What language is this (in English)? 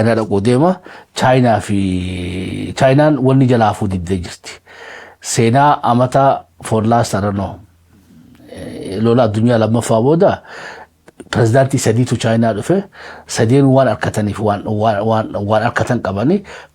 Oromo